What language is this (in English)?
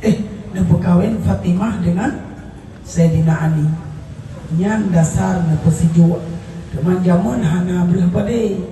Achinese